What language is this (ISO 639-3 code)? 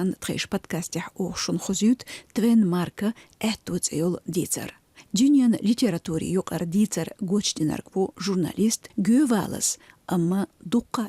che